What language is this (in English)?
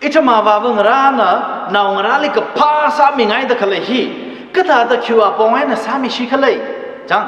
Tangkhul Naga (India)